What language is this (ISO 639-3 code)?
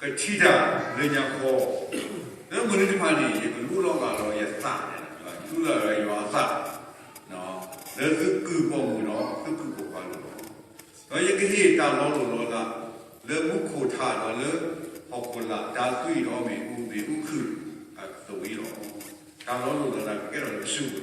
ksw